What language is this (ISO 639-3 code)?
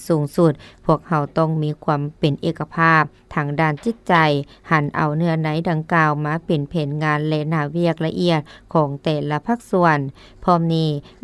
lao